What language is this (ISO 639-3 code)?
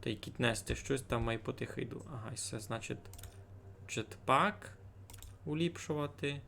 rue